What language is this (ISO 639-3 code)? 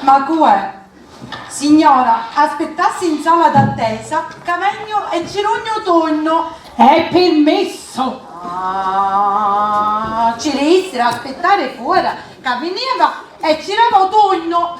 scn